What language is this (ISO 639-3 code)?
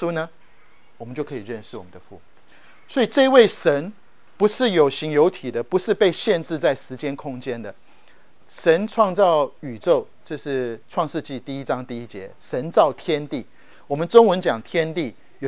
zho